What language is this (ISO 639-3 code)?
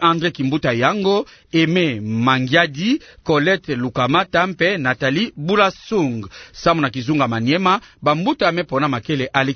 ktu